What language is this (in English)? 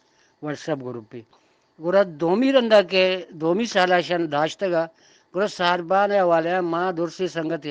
Eastern Balochi